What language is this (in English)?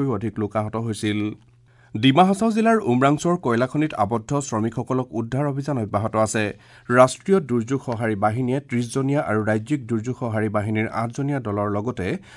Assamese